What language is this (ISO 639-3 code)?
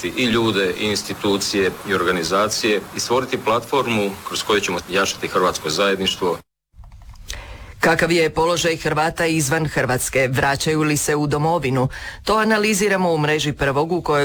hrv